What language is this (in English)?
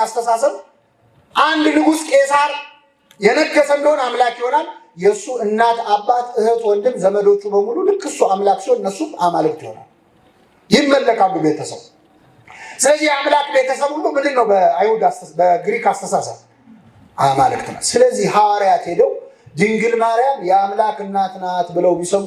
Amharic